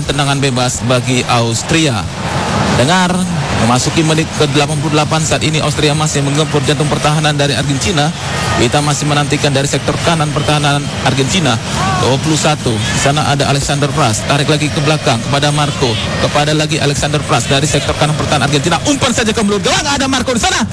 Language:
Indonesian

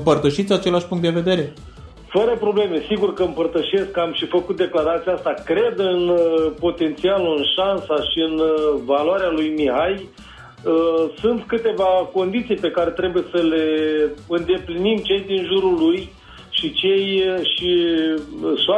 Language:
Romanian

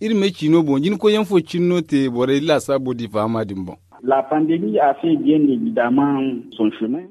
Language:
Zarma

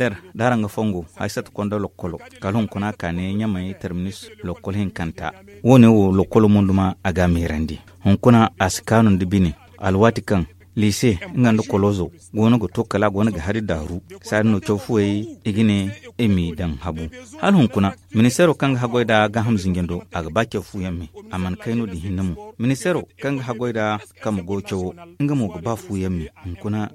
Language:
Zarma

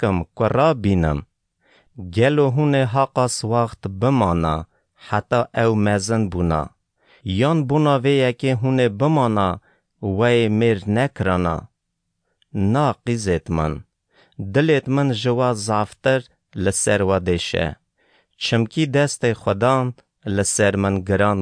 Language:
Kurdish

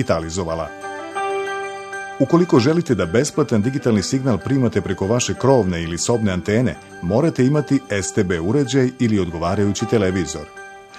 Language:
Serbian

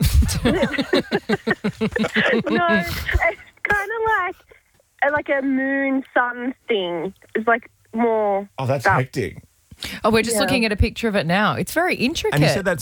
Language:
English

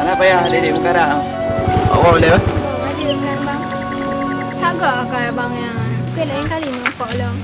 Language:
Achinese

